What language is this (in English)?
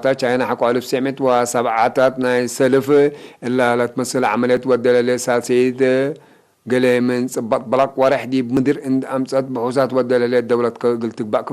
Tigre